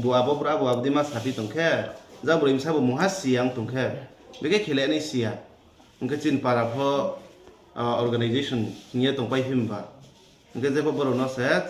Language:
Riang (India)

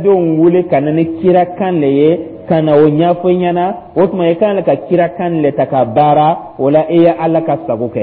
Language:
Dyula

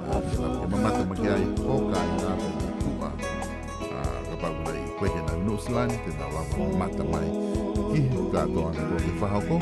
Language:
Tongan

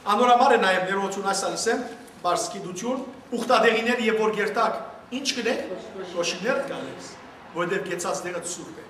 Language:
Western Armenian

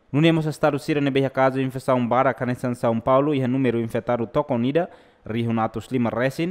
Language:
Tetum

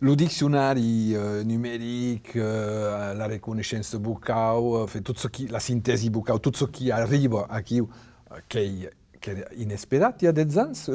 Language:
Occitan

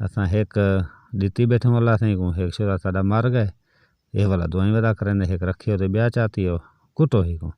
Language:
Saraiki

